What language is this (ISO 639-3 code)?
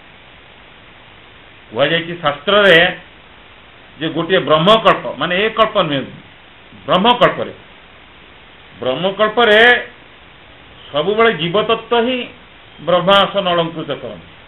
ori